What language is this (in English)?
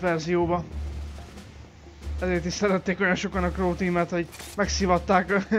Hungarian